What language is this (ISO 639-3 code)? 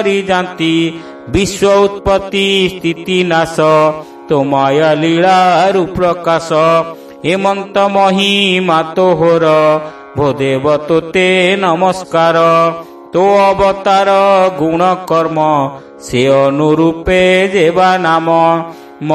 ori